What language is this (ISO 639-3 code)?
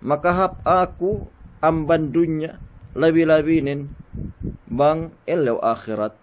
yka